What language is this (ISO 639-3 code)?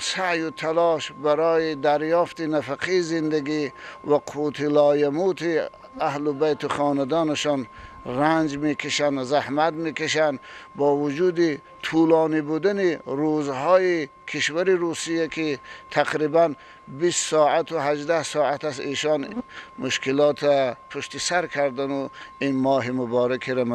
tgk